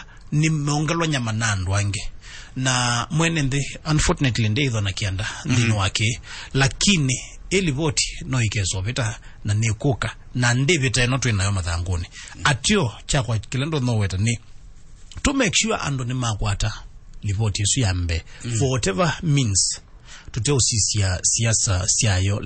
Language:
Kamba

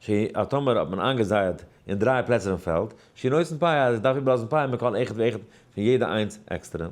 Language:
Yiddish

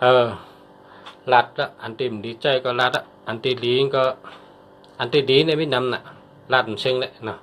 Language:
Shan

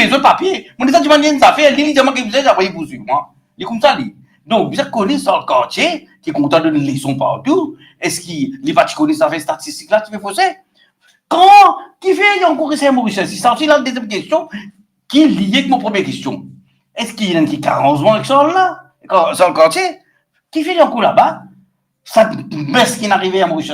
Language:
Morisyen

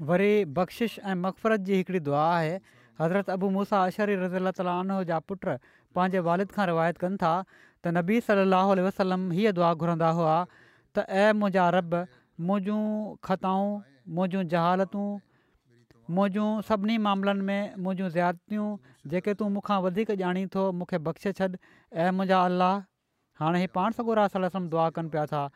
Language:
Sindhi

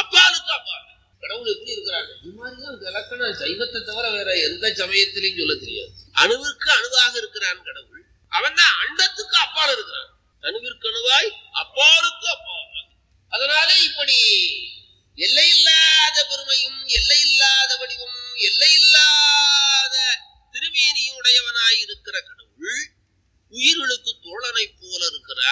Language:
Tamil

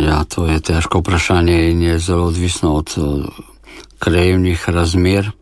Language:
Slovenian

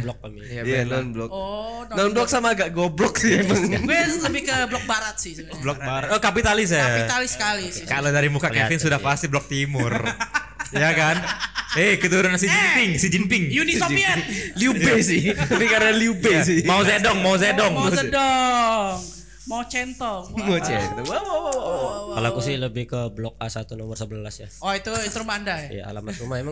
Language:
Indonesian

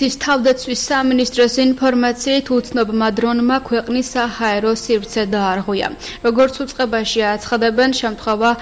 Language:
Georgian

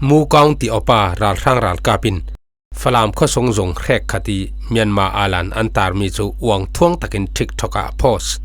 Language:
Falam Chin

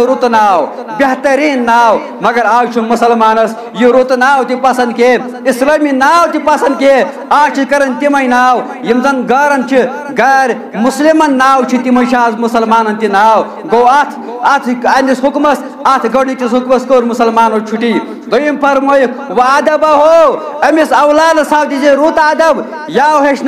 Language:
Kashmiri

